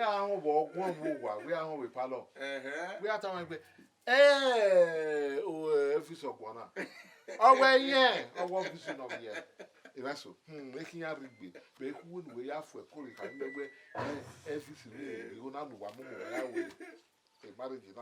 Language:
Bini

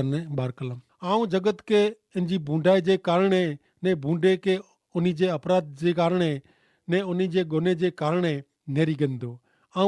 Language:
Kachhi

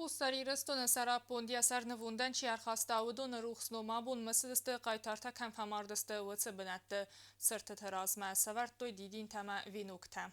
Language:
Ossetic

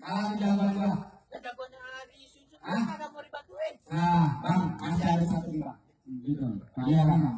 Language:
Betawi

